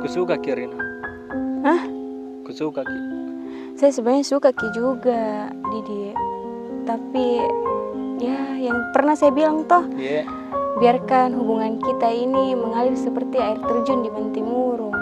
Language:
Makassar Malay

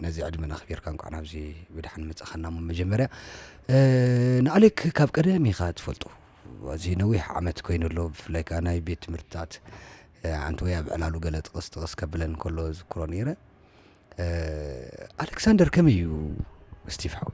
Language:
Tigrinya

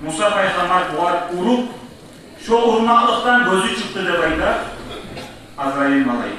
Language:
Kumyk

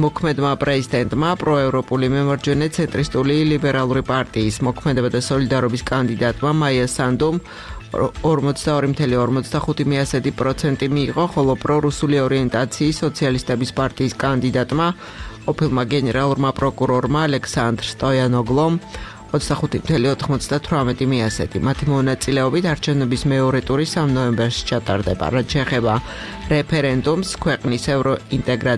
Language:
Georgian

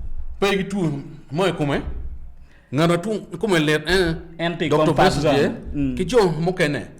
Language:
Acoli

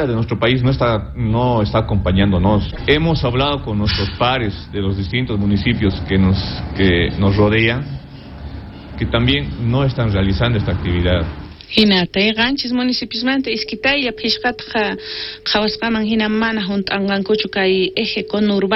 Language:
South Bolivian Quechua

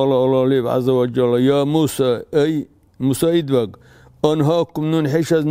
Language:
Dargwa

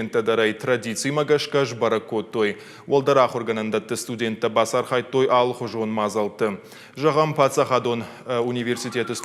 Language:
Ossetic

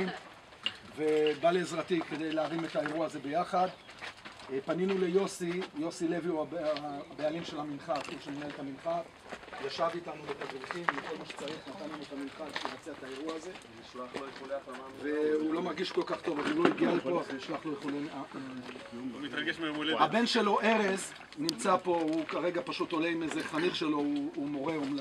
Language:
Hebrew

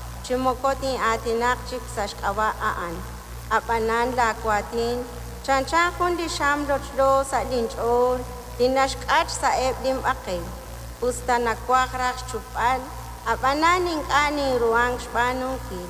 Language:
Kekchí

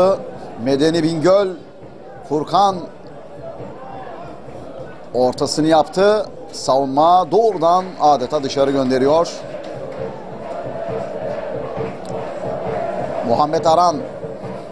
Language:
Turkish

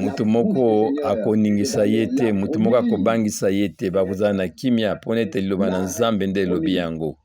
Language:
Lingala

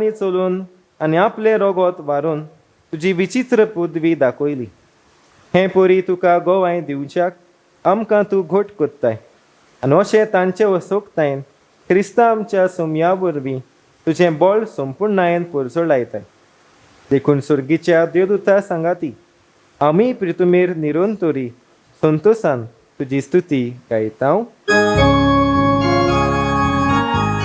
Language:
Konkani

